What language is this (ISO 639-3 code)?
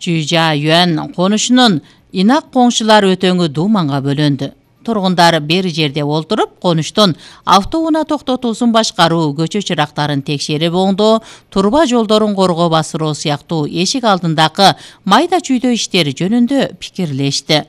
kir